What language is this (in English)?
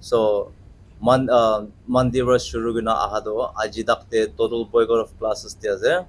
Naga Pidgin